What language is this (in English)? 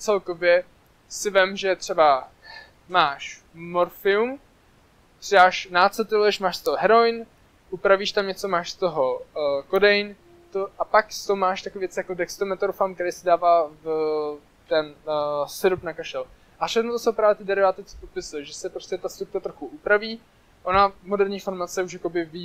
Czech